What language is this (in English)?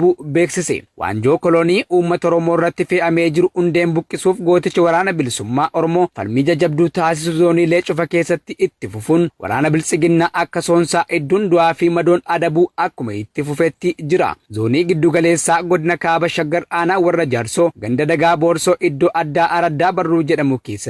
Oromo